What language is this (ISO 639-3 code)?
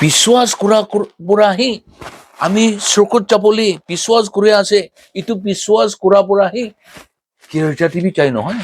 nag